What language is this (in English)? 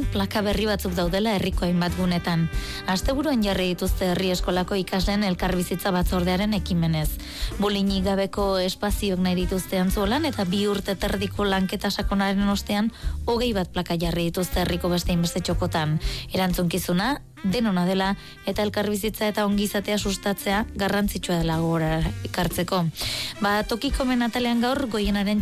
Basque